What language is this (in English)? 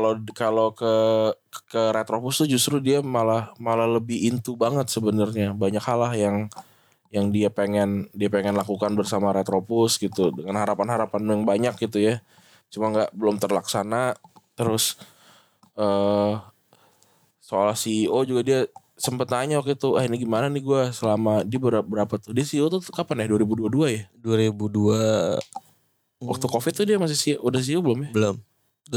Indonesian